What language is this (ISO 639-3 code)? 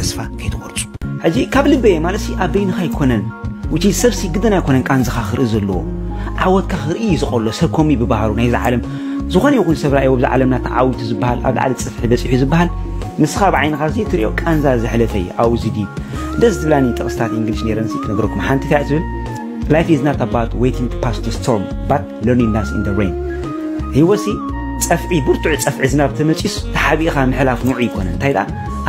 tir